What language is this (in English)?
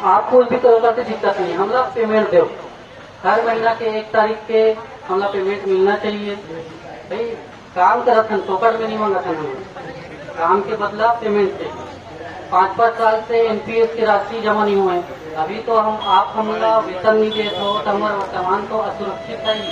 Chhattisgarhi